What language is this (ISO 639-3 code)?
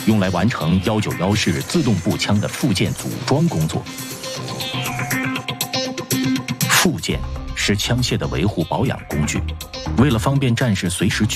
zho